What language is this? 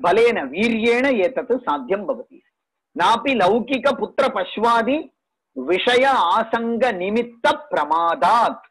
Sanskrit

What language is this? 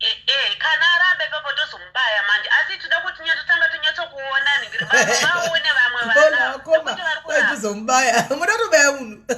Shona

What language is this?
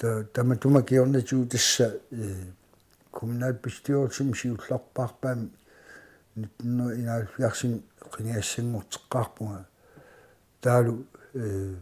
Kalaallisut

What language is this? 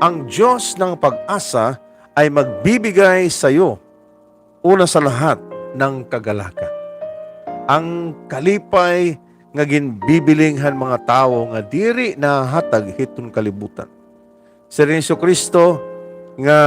Waray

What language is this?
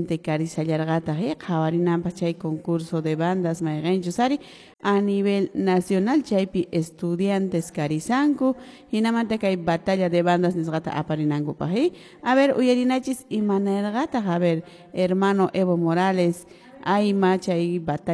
Quechua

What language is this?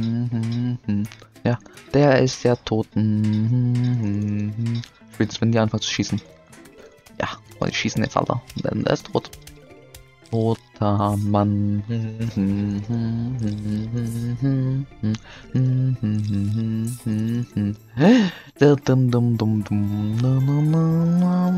German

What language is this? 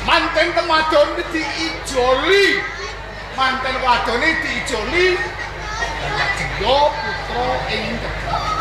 Javanese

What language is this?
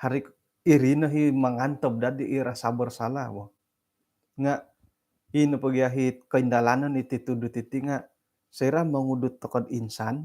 Central Dusun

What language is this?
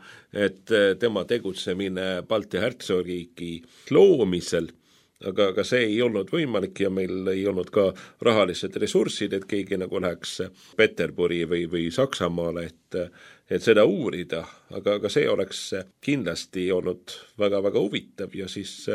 Estonian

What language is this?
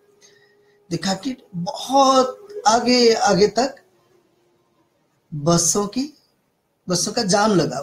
Hindi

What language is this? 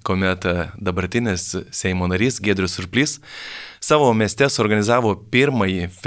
Lithuanian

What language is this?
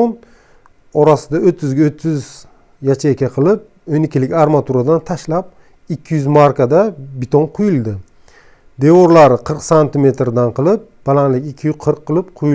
Uzbek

